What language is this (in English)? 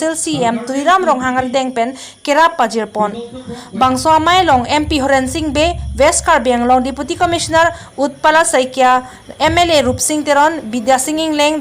Karbi